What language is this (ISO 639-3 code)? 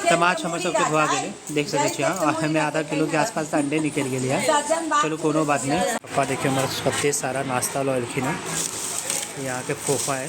mai